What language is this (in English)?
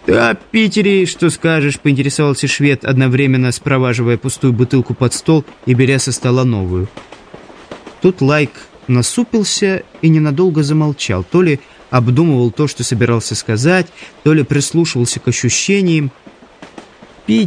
Russian